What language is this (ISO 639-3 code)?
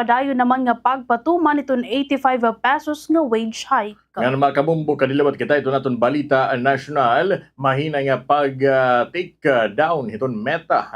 war